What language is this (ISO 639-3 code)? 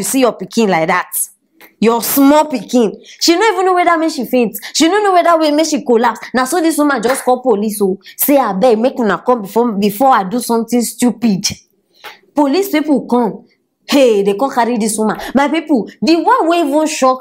pcm